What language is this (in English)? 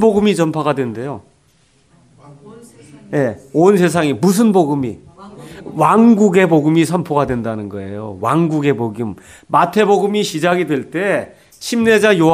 Korean